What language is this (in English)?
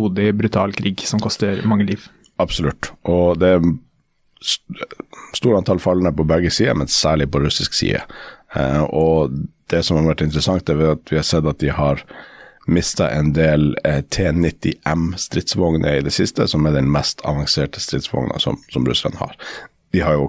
Norwegian